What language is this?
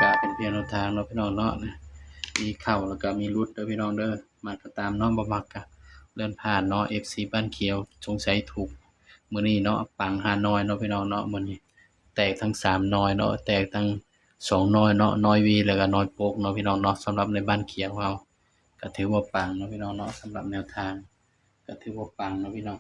Northeastern Thai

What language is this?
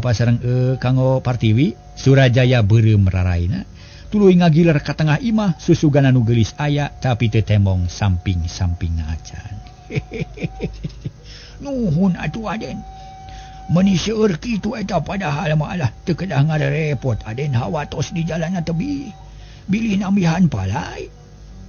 Sundanese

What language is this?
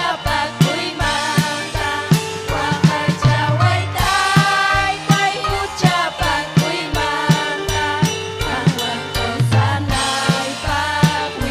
Ayacucho Quechua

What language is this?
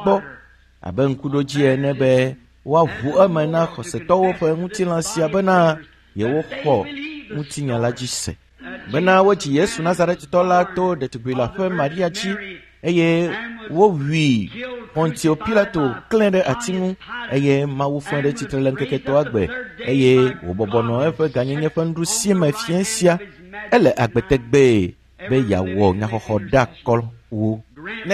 Ewe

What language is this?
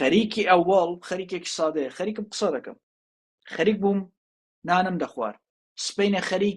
Central Kurdish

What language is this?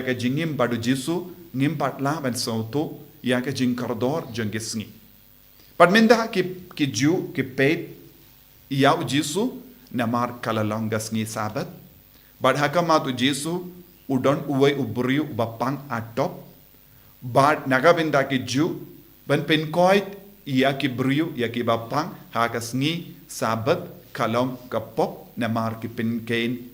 Khasi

